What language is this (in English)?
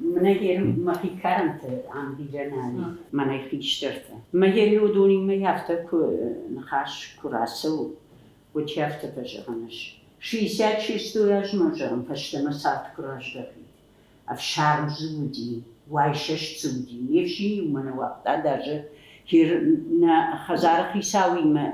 Ossetic